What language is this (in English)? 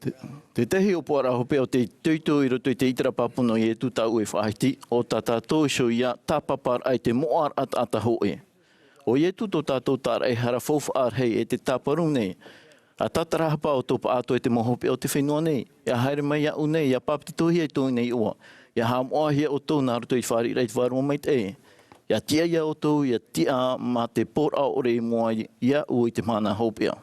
Tahitian